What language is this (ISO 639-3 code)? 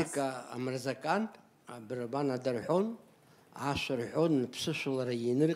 abk